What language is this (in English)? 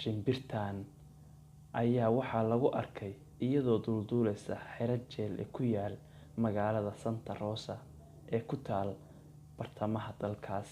Somali